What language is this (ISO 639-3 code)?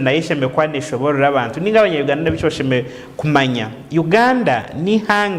nyn